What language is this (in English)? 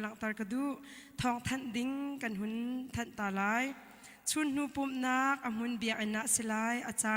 Hakha Chin